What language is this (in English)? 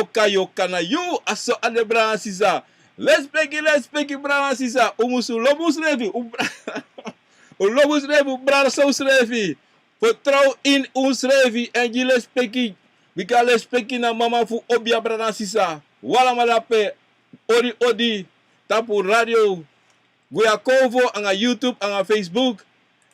Sranan Tongo